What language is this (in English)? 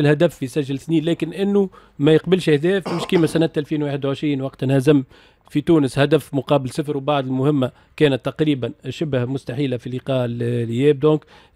Tunisian Arabic